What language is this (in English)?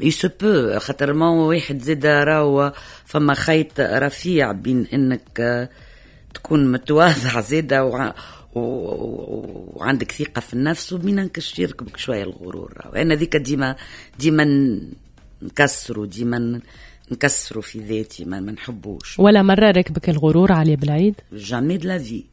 Tunisian Arabic